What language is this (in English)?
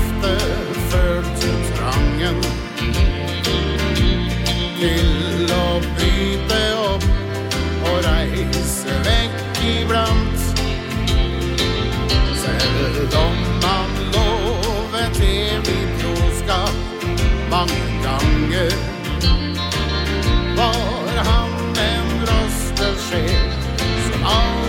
Norwegian